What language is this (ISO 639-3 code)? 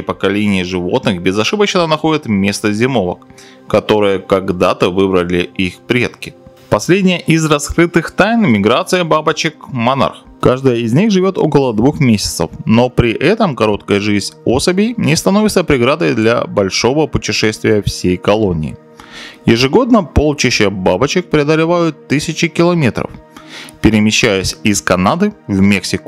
rus